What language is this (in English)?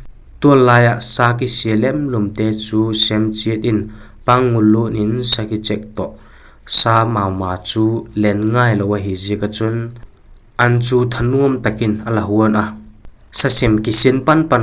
Vaiphei